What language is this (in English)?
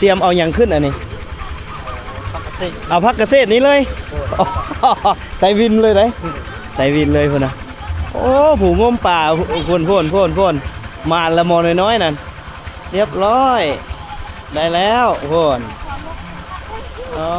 Lao